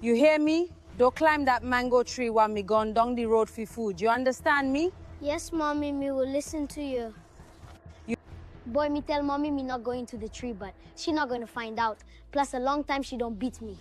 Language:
Jamaican Creole English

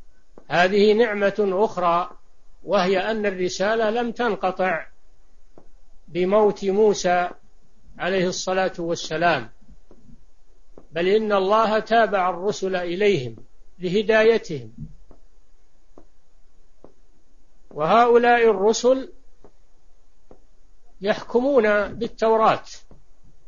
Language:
Arabic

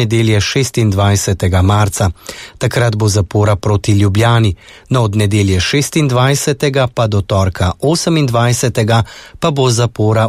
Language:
Slovenian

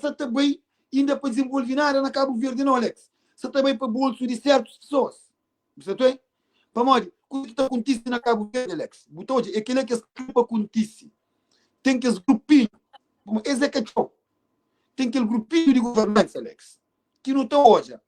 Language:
Kabuverdianu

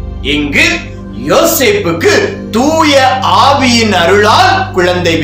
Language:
Tamil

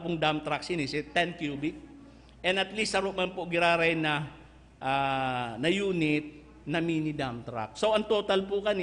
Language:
Bikol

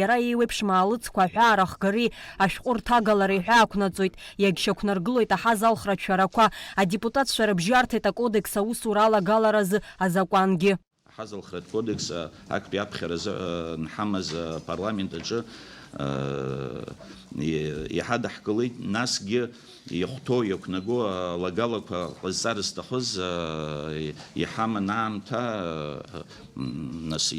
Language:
Abkhazian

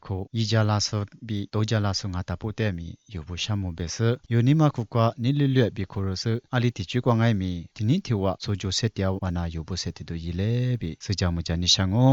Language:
Lisu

